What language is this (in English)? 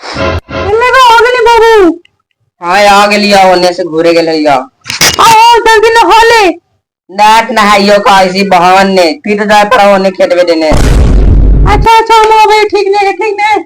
Magahi